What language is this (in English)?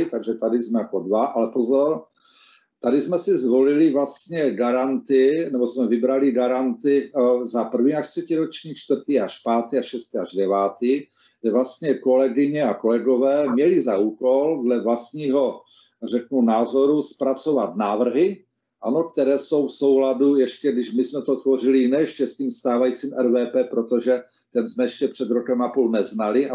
Czech